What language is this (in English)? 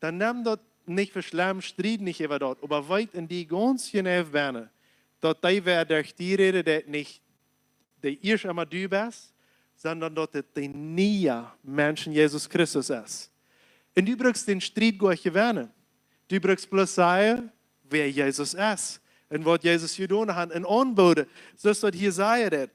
Plautdietsch